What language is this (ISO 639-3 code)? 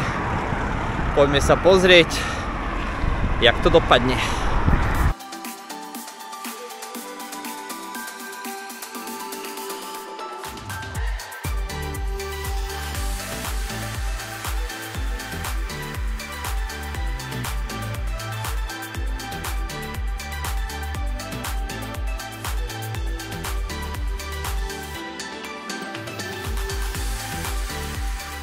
slk